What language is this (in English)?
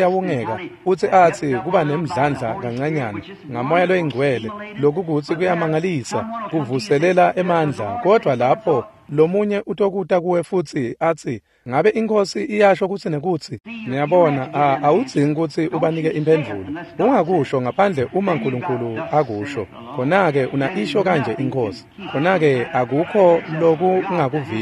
Swati